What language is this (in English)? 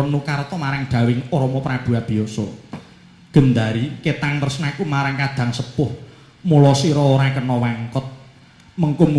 Javanese